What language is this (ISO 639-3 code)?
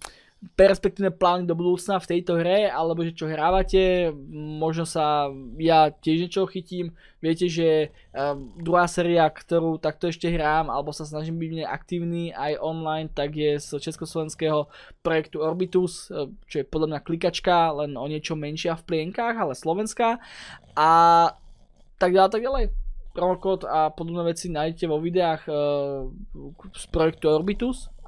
slk